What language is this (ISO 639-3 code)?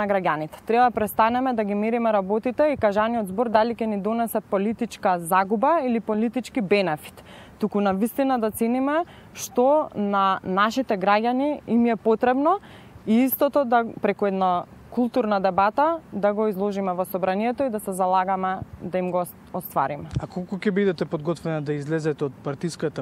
mkd